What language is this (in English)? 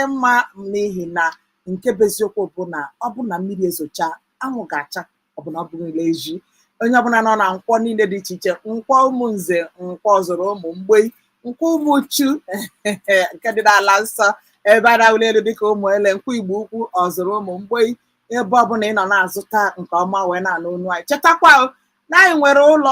Igbo